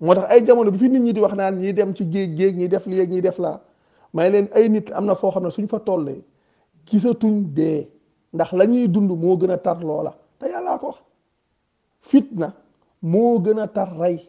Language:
Wolof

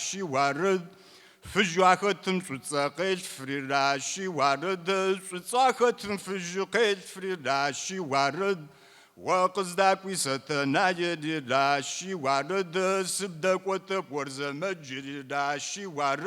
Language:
Kabardian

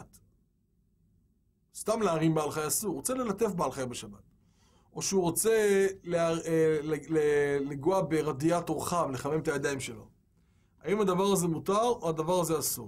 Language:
Hebrew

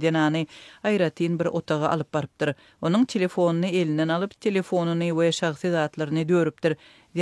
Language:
Turkmen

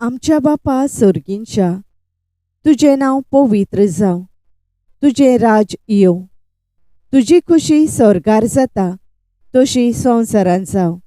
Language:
Konkani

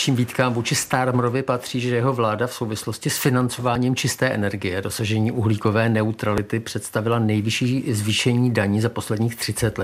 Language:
Czech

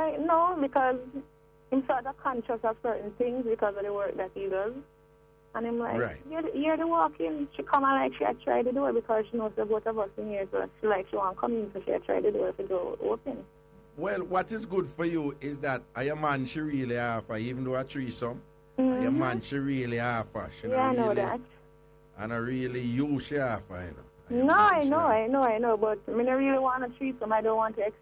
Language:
Jamaican Creole English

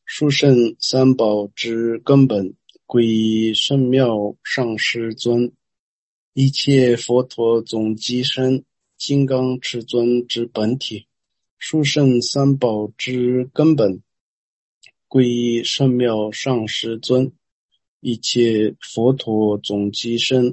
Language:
Chinese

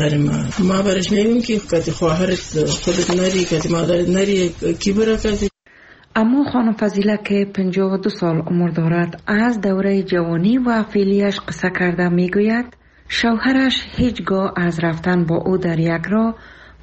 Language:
Persian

